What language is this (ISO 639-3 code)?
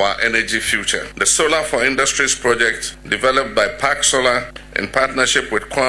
aka